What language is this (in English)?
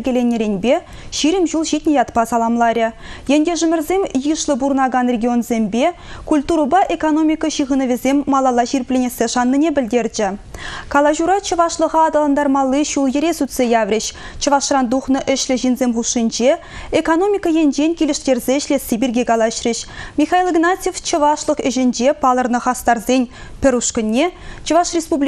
Chuvash